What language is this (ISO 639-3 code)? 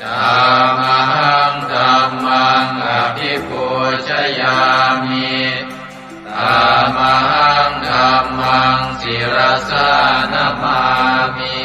pli